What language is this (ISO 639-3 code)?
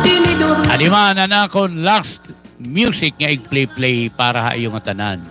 war